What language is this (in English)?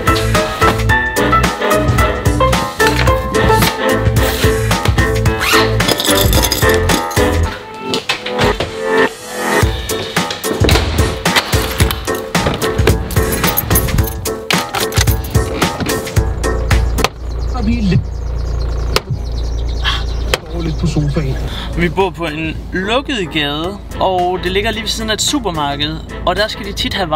Danish